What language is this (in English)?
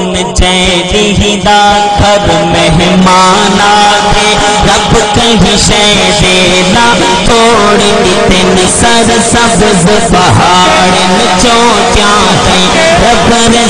Saraiki